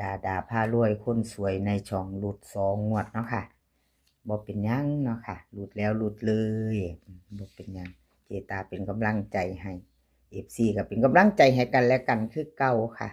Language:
Northeastern Thai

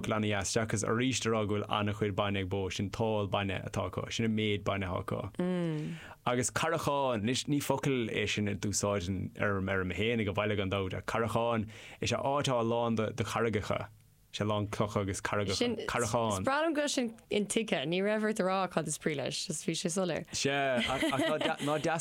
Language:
Irish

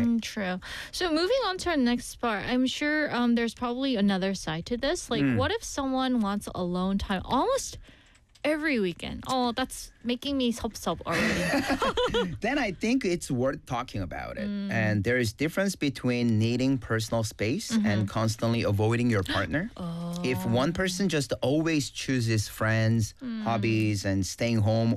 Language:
English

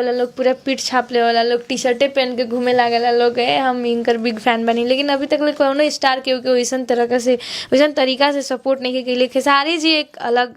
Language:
Bhojpuri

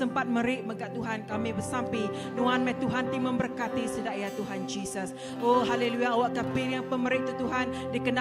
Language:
Iban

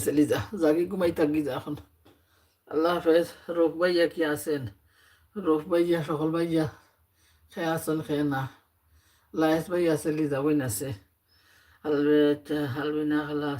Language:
Sylheti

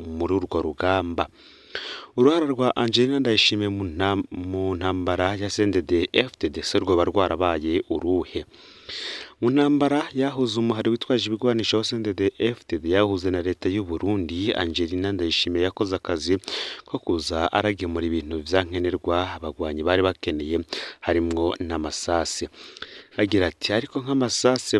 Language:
Rundi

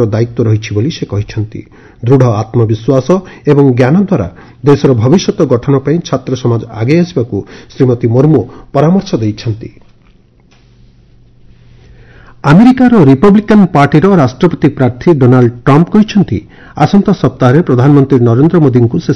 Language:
Odia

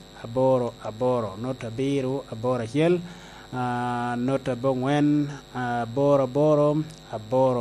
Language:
Lango (Uganda)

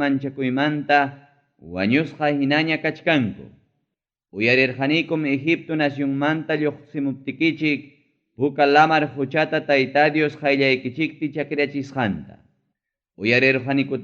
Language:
Ayacucho Quechua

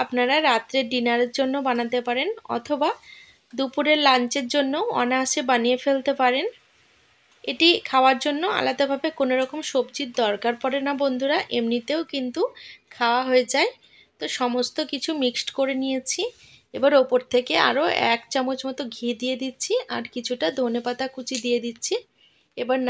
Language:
Bangla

